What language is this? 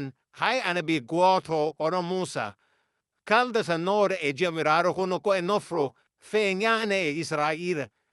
Fula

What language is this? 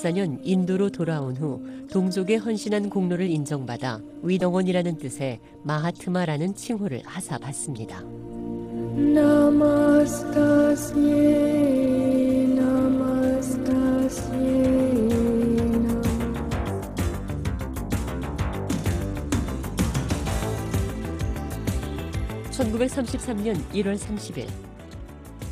Korean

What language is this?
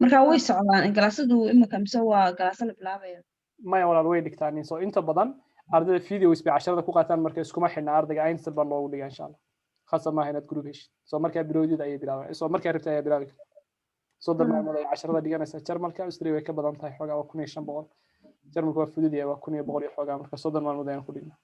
Somali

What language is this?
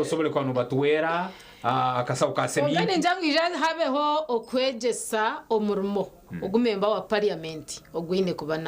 Nyankole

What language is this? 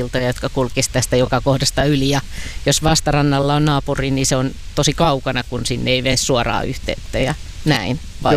Finnish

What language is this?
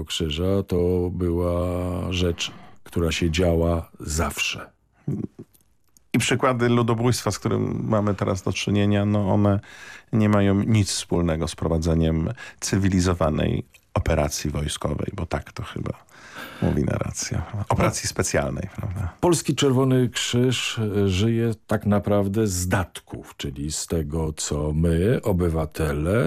Polish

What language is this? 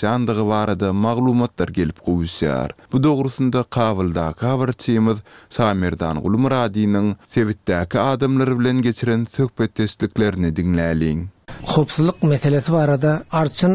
Turkmen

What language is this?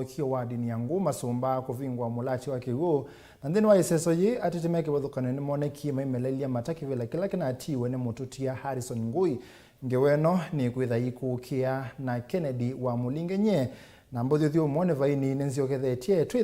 Kamba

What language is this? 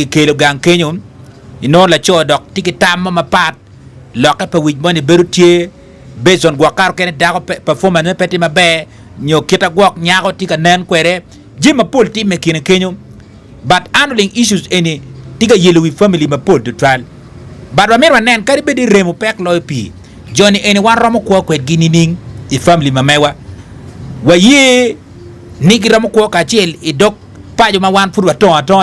Acoli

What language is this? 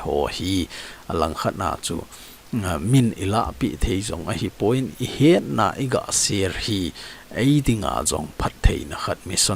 Thado Chin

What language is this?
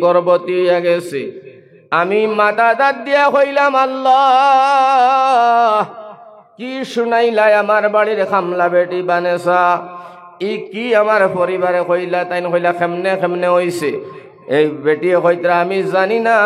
Sylheti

